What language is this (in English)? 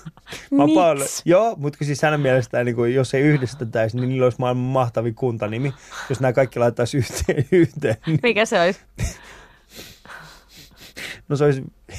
Finnish